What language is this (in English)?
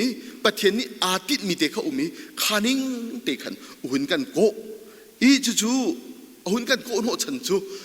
Hakha Chin